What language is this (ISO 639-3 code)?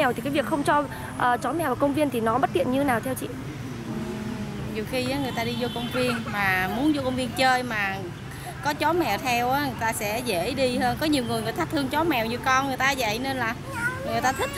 vie